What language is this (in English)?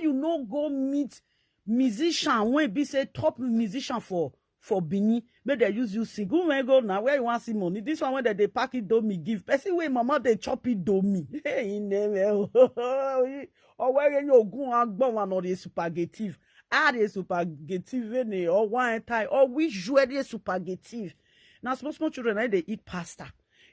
Nigerian Pidgin